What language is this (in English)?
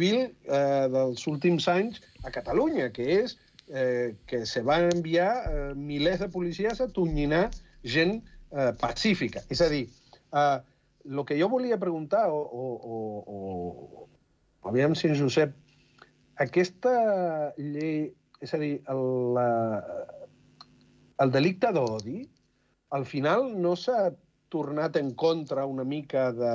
Catalan